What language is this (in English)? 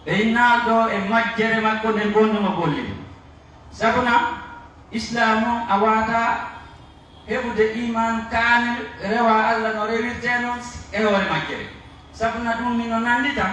Pular